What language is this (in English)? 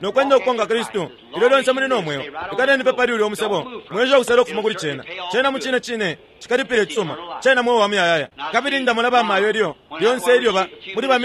Bemba